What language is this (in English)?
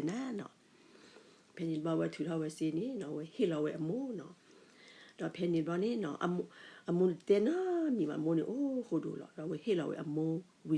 S'gaw Karen